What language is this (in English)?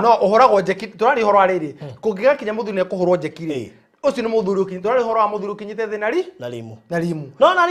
Kikuyu